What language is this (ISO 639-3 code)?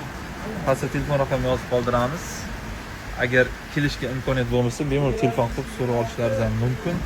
uzb